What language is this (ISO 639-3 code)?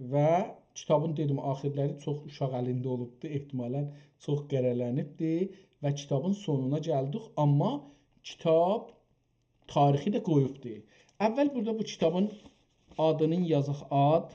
azb